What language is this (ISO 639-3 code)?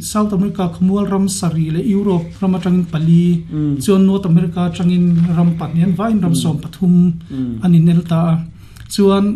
lus